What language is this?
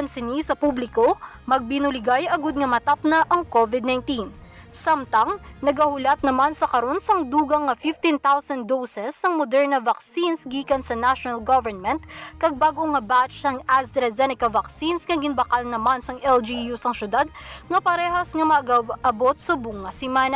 Hiligaynon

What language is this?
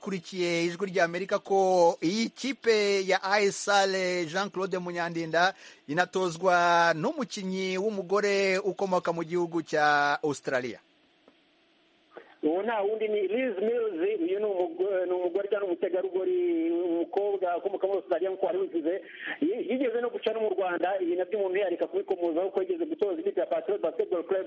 Kinyarwanda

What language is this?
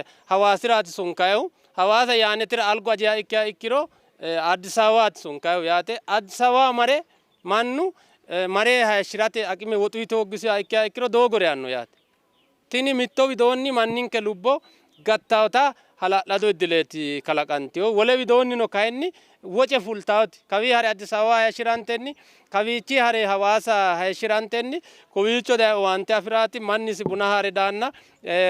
Sidamo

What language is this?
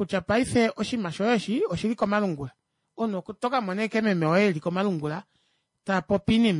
Kuanyama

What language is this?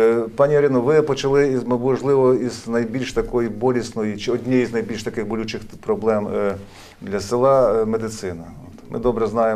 Ukrainian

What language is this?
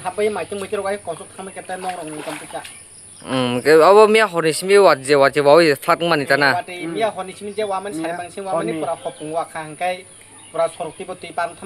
Kok Borok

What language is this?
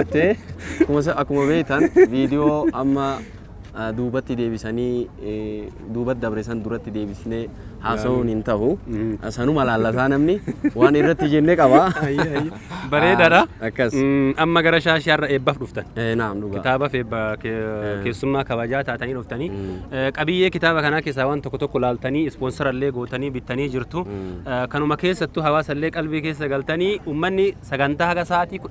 Oromo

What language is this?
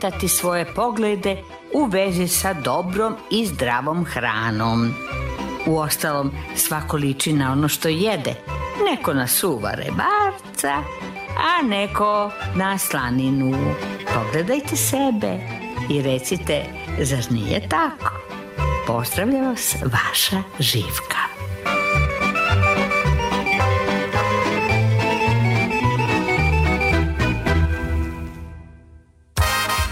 Serbian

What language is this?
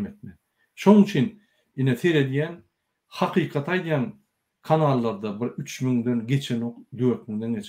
Turkmen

